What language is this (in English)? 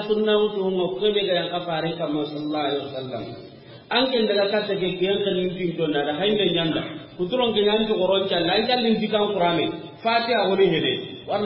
Soninke